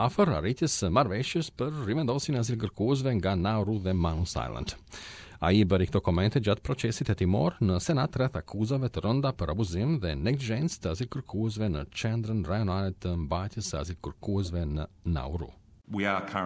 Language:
Albanian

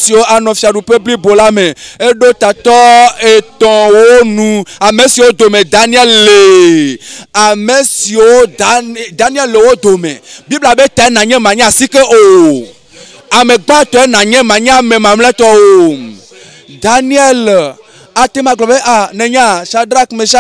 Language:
Ewe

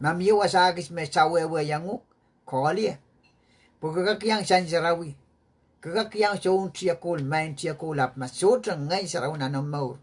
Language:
Pohnpeian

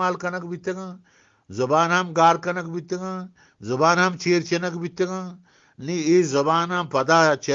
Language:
Eastern Balochi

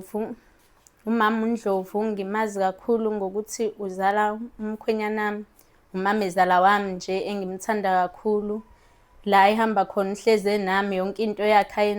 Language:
Zulu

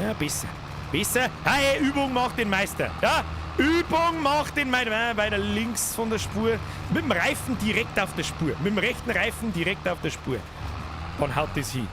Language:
Bavarian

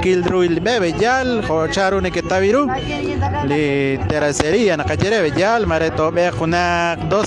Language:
Kekchí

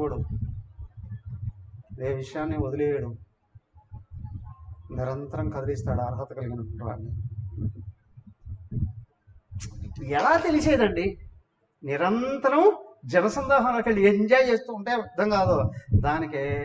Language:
Telugu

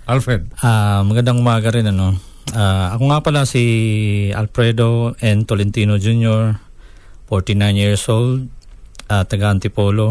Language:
Filipino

